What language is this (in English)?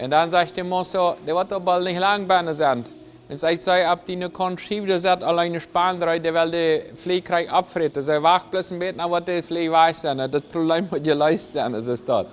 Plautdietsch